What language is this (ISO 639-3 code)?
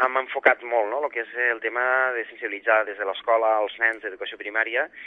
cat